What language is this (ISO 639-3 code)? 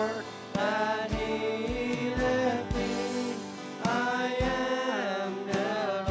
pdt